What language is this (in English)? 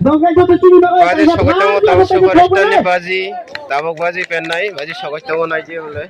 Kok Borok